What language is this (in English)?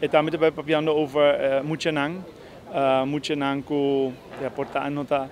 Papiamento